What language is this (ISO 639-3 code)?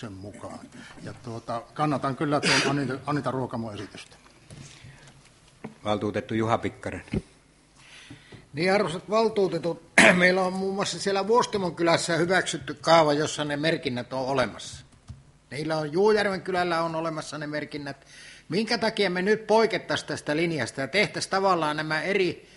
fin